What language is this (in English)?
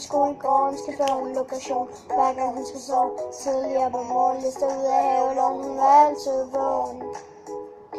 Danish